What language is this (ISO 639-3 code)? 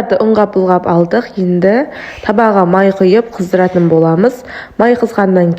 kaz